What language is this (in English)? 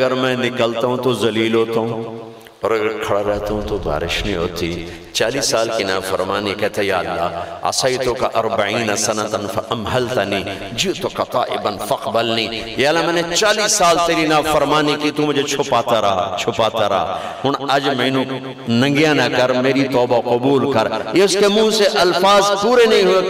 Urdu